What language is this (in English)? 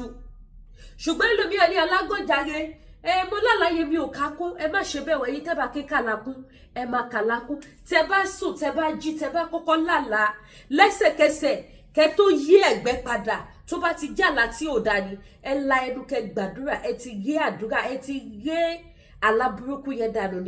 Yoruba